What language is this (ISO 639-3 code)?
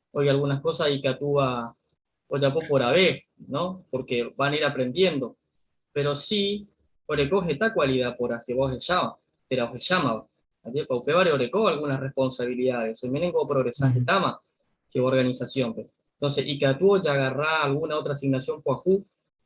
grn